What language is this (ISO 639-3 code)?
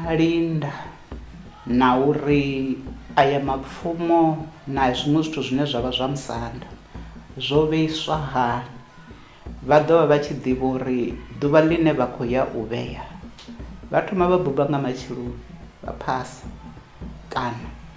ven